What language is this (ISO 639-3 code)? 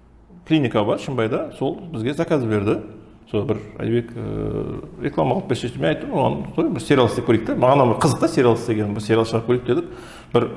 kaa